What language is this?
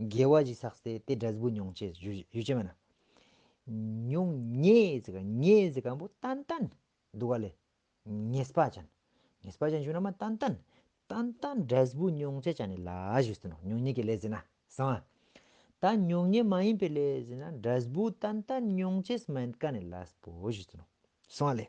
Ladakhi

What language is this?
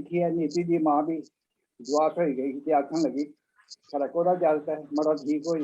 Dogri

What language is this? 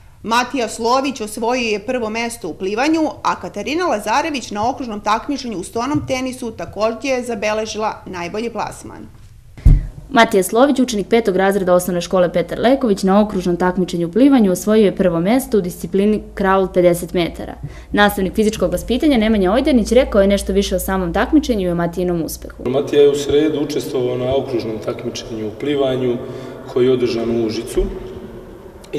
Serbian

